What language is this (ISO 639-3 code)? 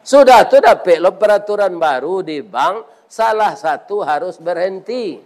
min